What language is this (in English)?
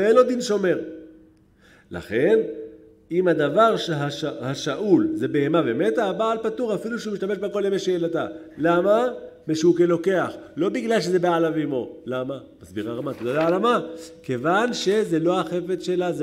Hebrew